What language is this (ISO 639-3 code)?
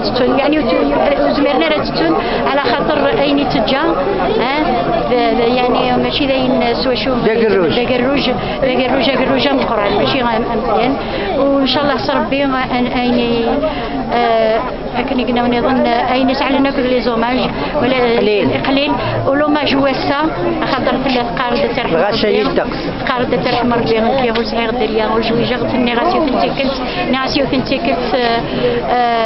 kab